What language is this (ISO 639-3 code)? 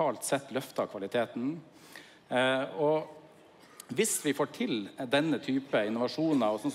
nor